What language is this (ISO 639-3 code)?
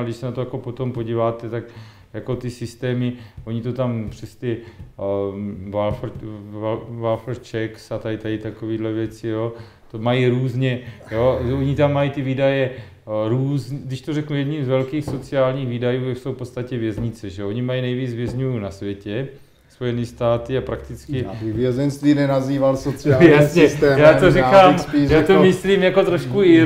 ces